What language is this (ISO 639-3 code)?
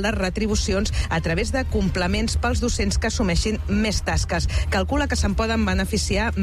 cat